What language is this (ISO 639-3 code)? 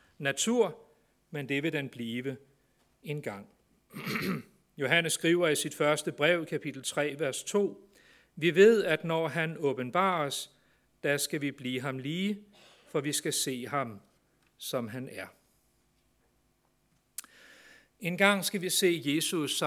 dan